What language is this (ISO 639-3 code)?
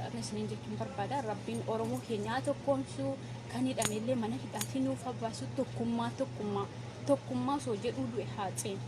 orm